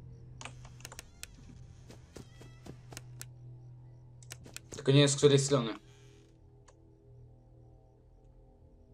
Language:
Polish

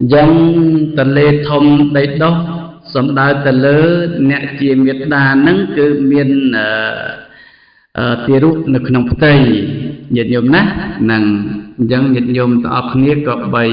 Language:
Khmer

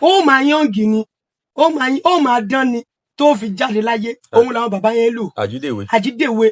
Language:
Yoruba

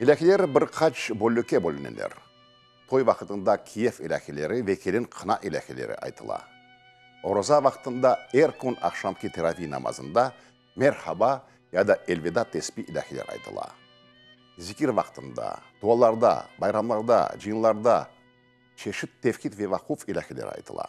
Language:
Crimean Tatar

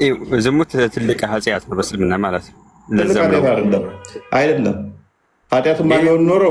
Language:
Amharic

